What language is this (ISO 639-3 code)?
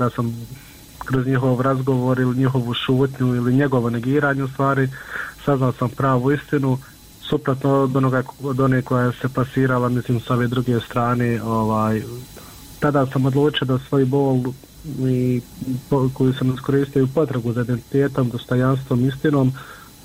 bos